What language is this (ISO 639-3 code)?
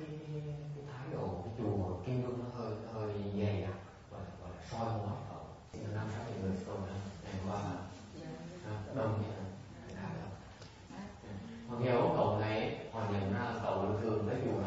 vie